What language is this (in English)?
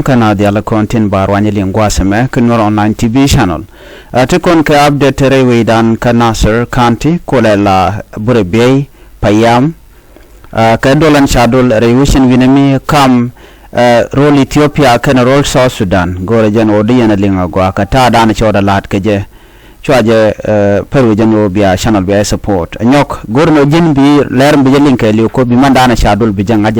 Nuer